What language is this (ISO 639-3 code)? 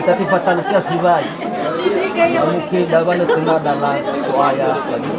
nia